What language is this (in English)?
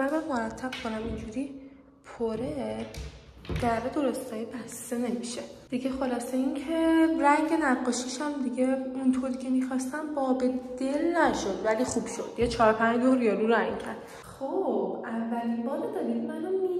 Persian